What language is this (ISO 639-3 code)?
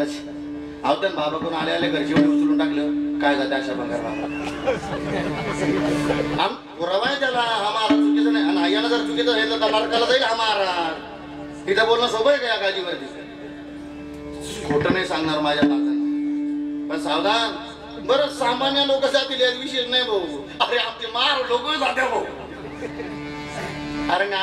mar